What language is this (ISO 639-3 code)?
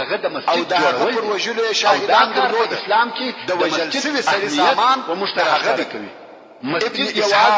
pus